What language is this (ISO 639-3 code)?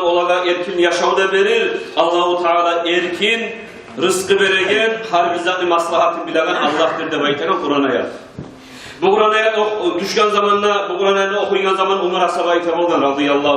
kum